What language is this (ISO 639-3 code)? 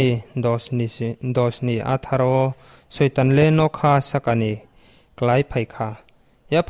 trp